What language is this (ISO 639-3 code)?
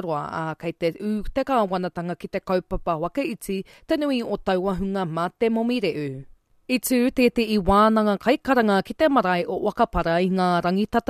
mri